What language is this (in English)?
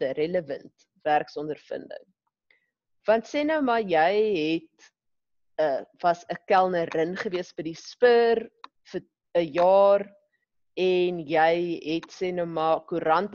Afrikaans